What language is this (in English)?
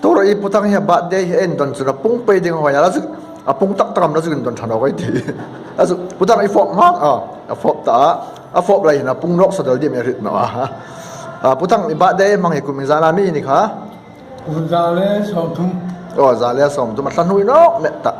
Hmar